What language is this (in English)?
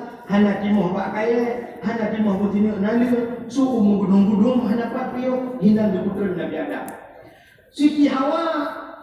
Achinese